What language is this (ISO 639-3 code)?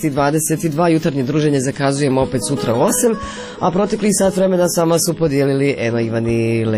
hrv